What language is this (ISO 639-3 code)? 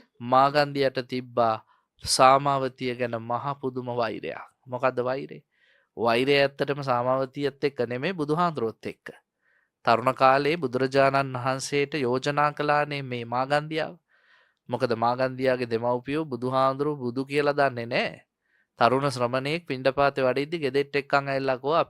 sin